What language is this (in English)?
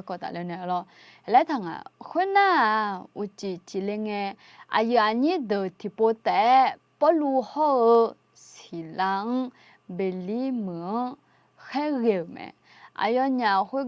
Akha